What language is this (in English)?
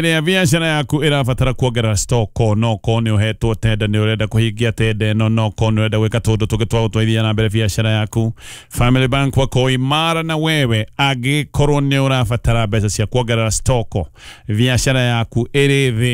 Kikuyu